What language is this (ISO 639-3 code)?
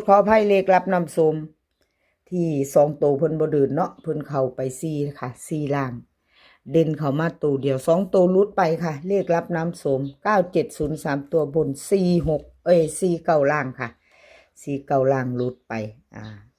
tts